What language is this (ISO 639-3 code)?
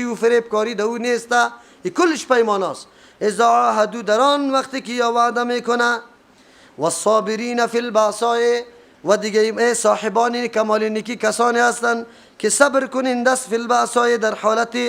fas